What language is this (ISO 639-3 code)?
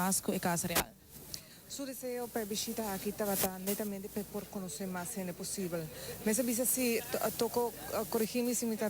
pap